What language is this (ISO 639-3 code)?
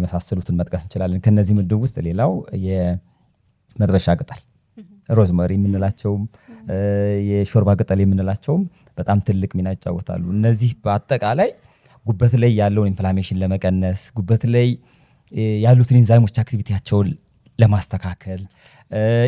amh